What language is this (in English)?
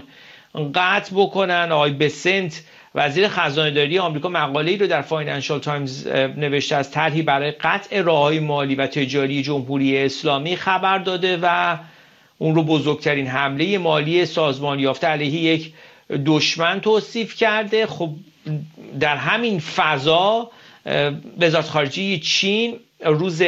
Persian